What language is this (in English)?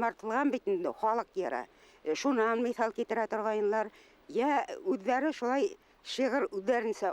Bashkir